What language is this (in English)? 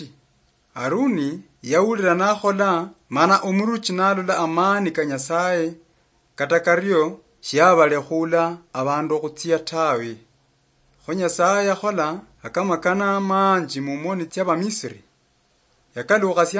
Luyia